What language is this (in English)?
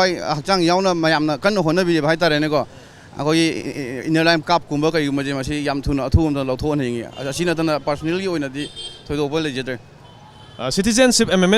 Manipuri